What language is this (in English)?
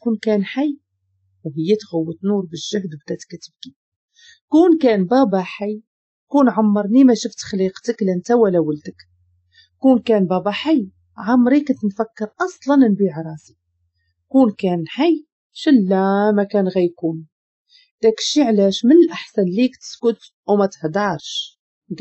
Moroccan Arabic